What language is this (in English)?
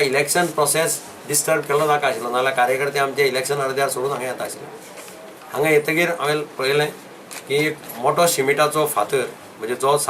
Konkani